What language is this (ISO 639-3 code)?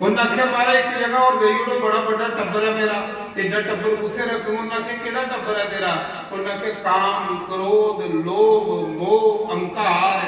doi